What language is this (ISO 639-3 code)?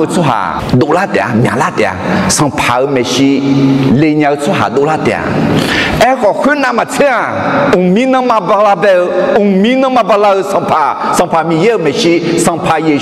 ahk